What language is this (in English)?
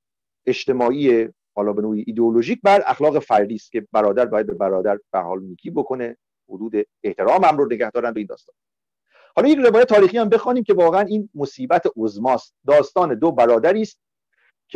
Persian